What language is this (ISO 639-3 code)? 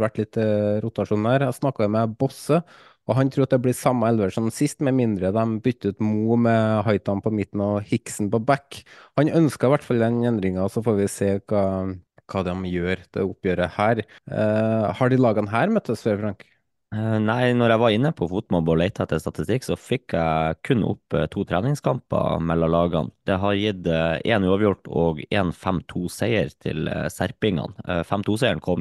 nor